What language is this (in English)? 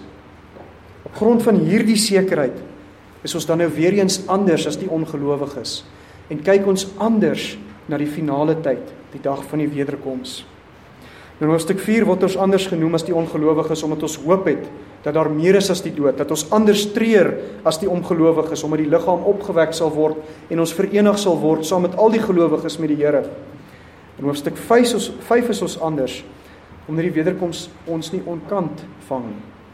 Afrikaans